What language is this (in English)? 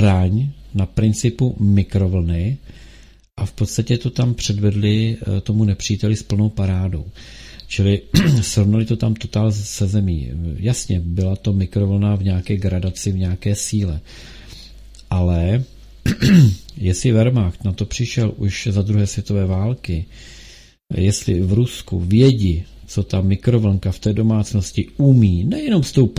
Czech